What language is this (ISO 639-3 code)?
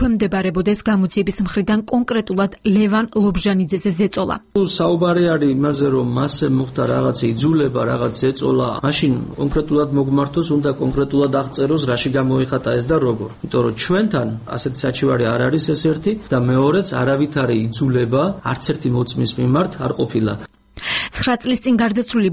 kat